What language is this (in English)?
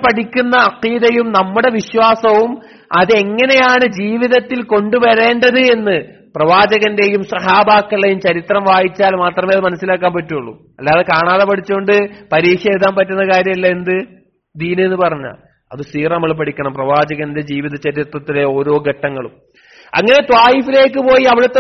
Malayalam